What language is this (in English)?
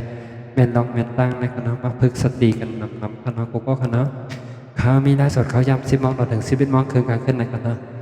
Shan